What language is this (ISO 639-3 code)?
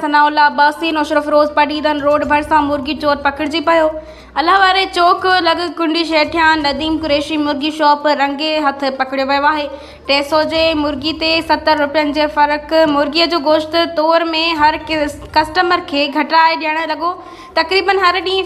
snd